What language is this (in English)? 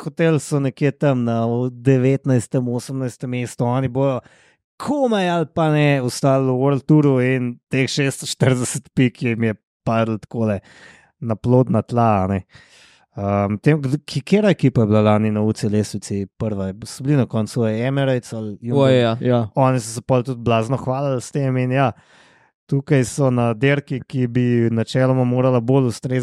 Slovenian